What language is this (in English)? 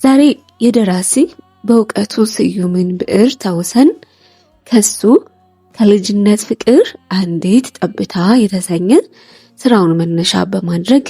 Amharic